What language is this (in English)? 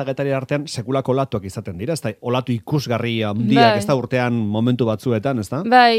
Basque